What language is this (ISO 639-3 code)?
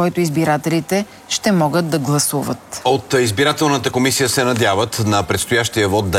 bul